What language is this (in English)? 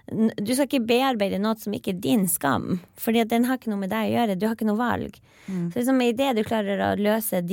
Norwegian